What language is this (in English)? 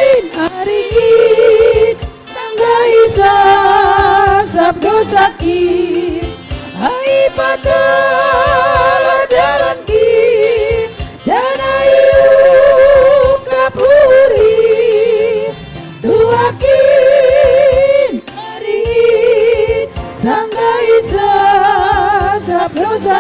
Batak Simalungun